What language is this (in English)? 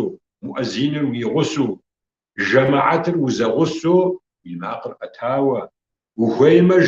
Kabardian